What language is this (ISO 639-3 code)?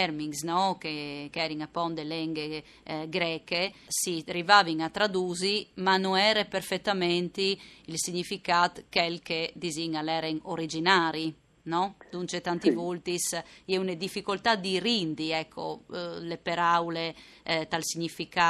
fur